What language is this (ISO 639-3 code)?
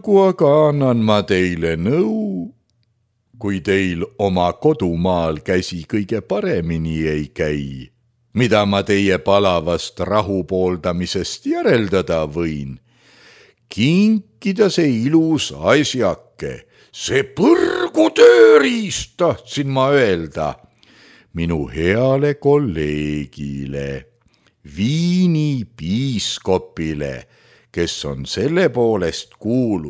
est